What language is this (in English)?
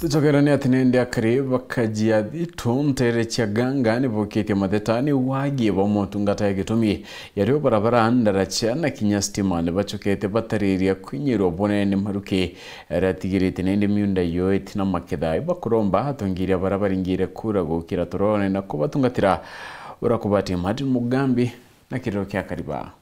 Meru